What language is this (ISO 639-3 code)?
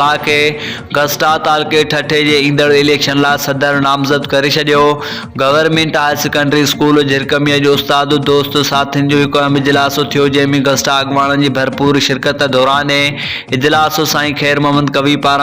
snd